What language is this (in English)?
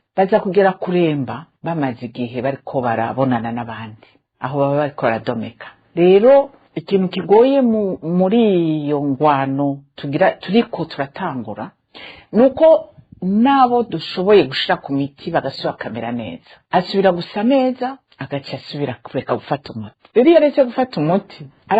Rundi